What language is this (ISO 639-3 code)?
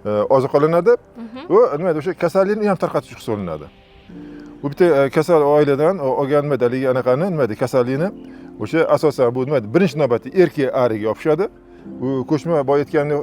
uzb